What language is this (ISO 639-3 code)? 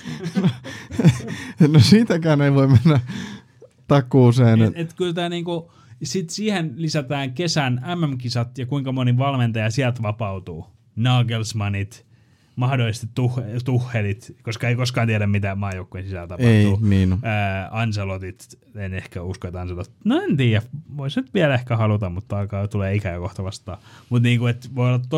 fin